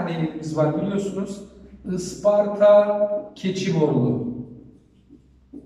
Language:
Turkish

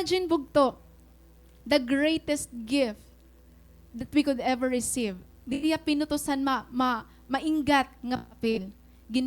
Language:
Waray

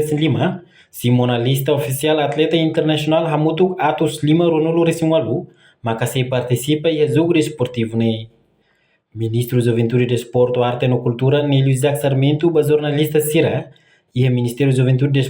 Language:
Tetum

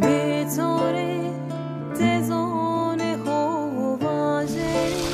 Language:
Zaza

